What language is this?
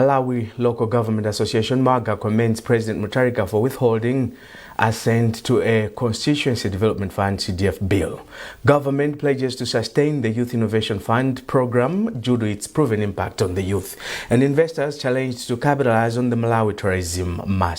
English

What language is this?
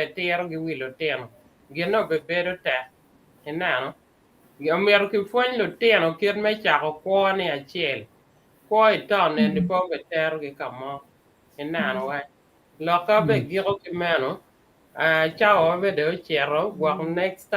Acoli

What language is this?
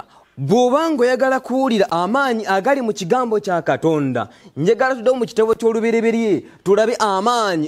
Ganda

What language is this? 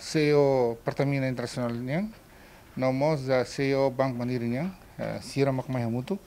Tetum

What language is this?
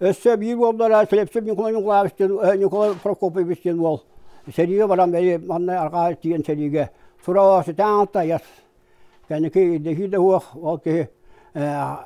Yakut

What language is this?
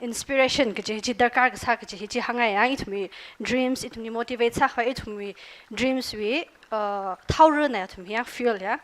Tangkhul Naga (India)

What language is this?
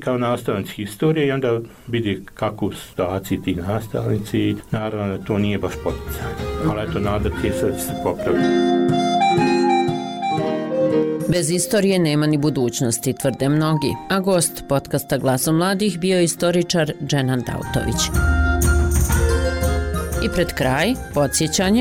Bosnian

